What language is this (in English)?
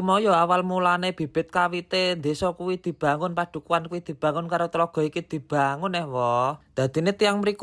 Javanese